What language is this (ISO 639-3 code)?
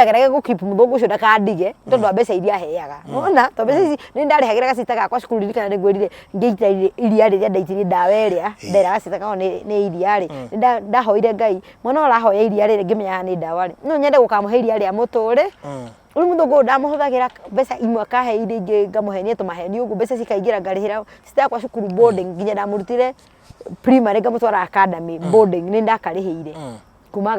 kik